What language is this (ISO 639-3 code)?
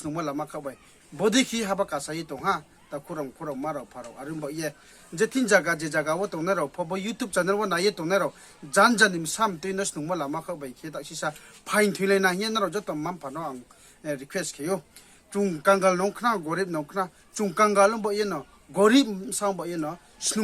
ria